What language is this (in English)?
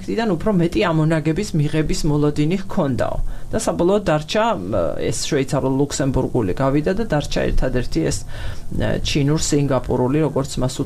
Georgian